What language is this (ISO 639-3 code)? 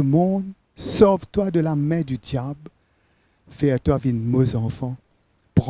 mfe